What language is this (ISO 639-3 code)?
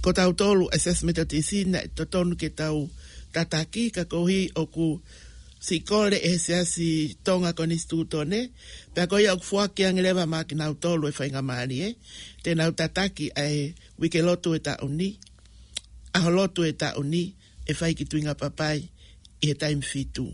ton